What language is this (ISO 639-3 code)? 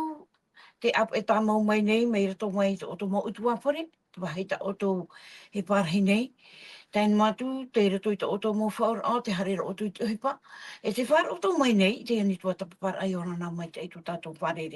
tah